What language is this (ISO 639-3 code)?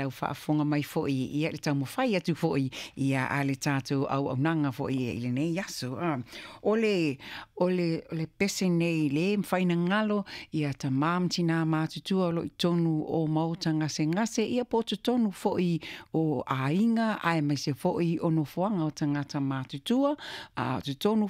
smo